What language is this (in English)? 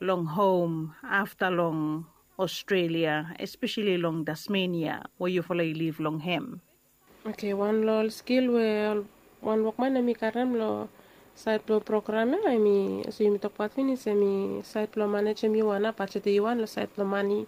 Bislama